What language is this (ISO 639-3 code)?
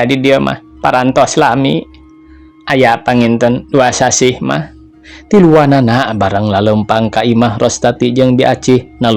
sun